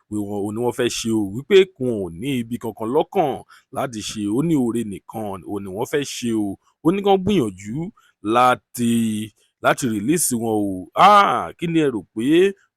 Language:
Yoruba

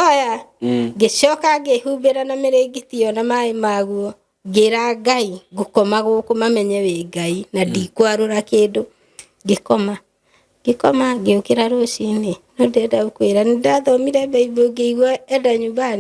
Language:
Kikuyu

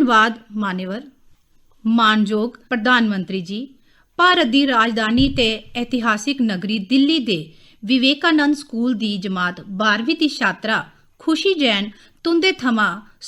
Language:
Dogri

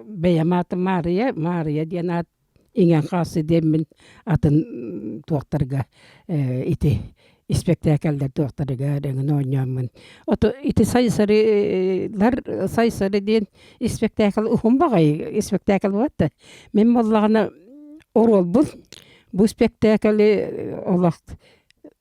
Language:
Yakut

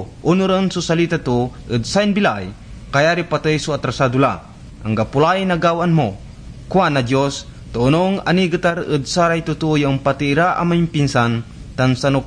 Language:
Pangasinan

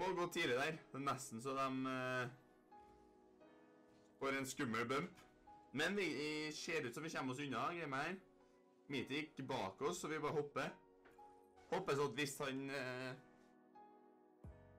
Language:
Norwegian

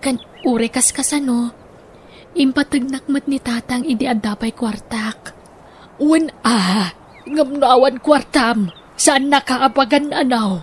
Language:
Iloko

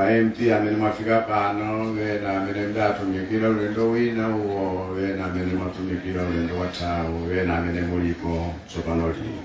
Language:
Nyanja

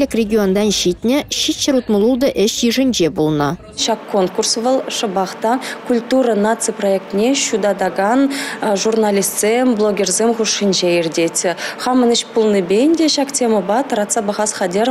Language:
Chuvash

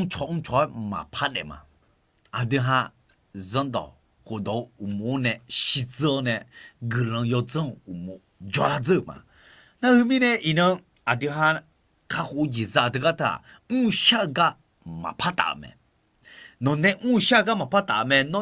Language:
Akha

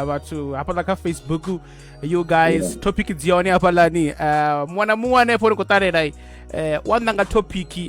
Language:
Venda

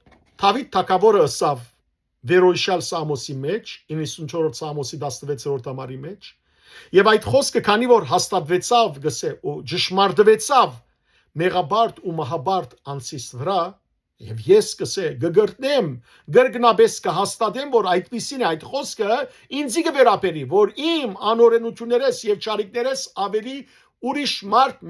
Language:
Western Armenian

